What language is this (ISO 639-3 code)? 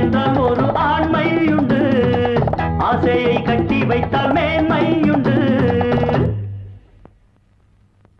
tam